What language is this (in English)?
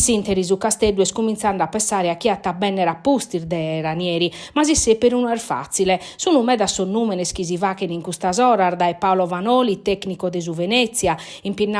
Sardinian